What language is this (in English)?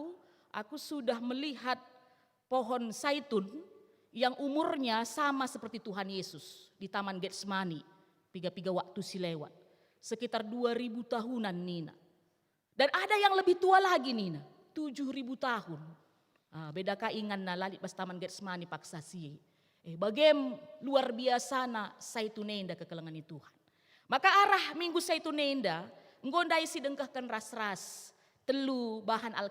Batak Karo